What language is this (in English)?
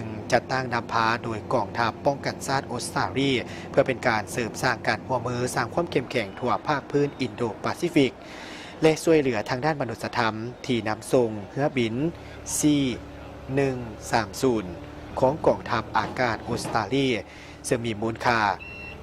Lao